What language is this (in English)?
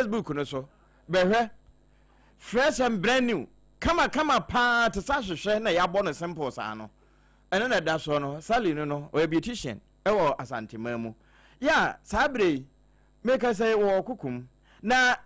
Akan